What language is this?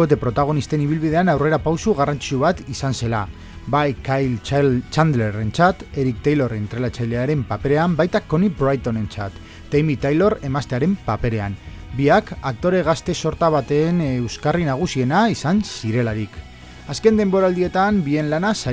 Basque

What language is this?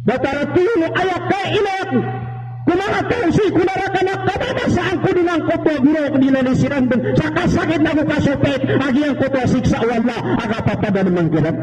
Maranao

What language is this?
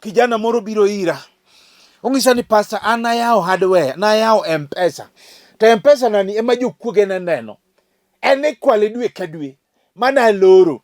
Luo (Kenya and Tanzania)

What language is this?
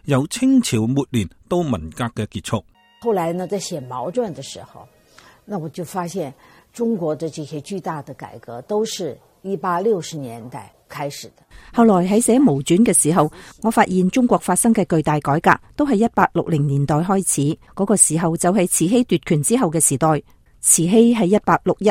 Cantonese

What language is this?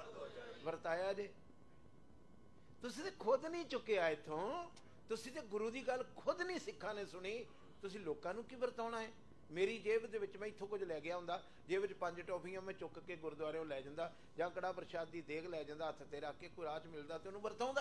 Punjabi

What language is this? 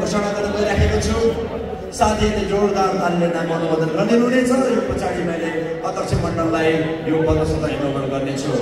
Nepali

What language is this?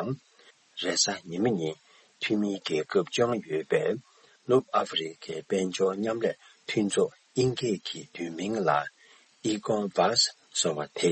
Tibetan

